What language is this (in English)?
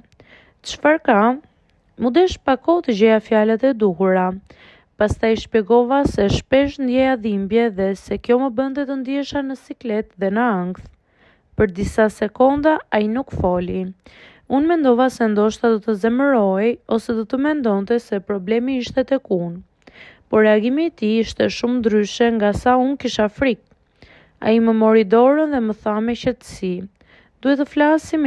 Albanian